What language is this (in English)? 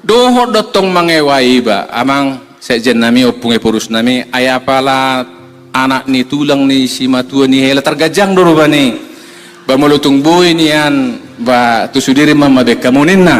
Batak Toba